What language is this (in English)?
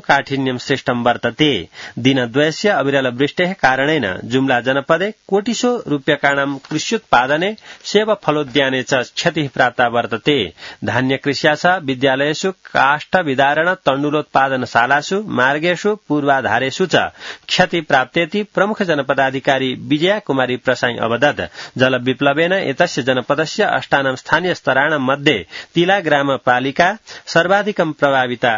Sanskrit